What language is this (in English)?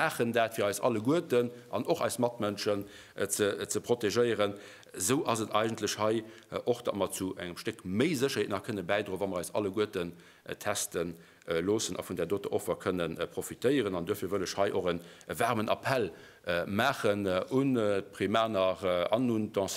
Luxembourgish